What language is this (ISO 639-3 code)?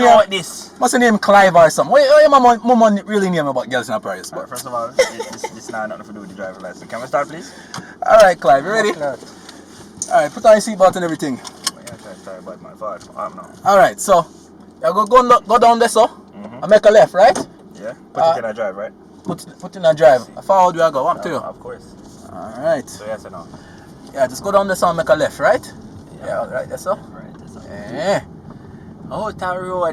jam